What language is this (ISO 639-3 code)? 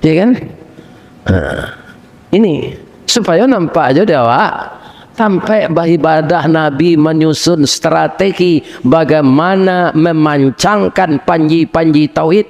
min